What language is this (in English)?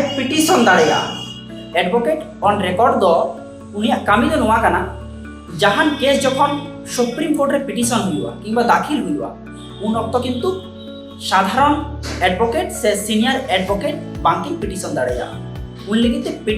Santali